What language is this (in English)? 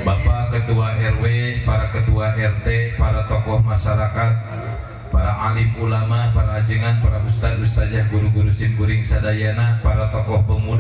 Sundanese